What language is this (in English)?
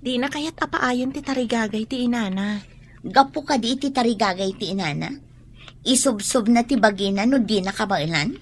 Iloko